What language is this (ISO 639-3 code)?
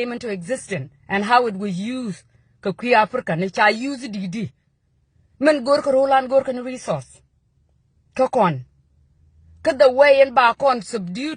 nus